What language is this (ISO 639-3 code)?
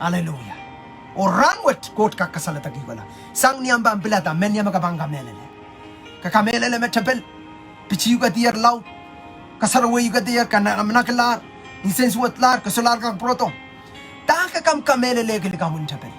pon